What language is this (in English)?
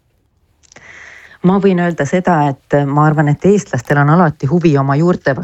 Estonian